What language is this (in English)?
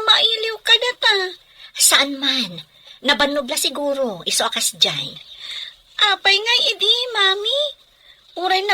Iloko